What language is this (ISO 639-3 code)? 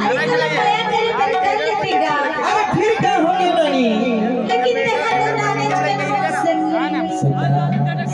hne